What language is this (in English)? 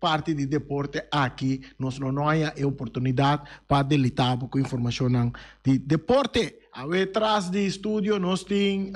Papiamento